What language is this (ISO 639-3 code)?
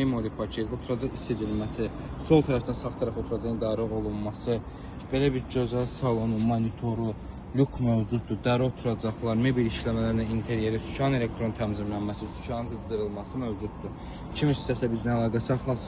aze